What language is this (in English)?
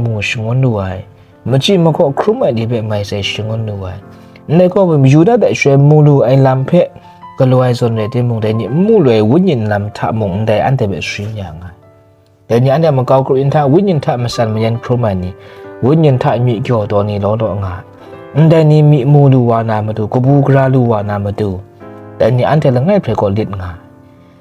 Kachin